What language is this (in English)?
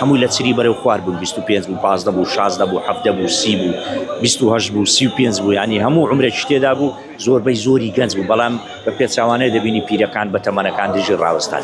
Central Kurdish